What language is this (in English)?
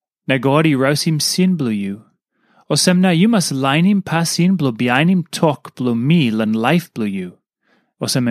Tok Pisin